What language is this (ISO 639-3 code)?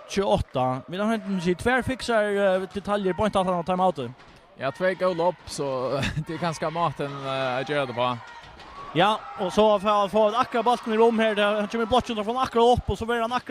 fao